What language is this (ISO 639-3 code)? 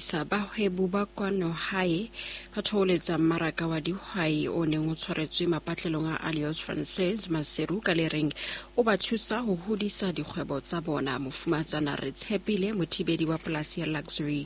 sot